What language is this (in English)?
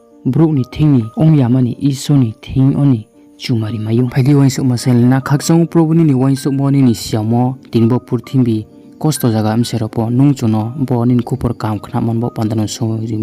Riang (India)